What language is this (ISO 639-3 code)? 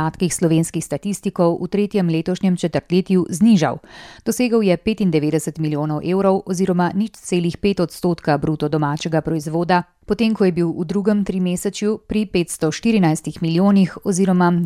slv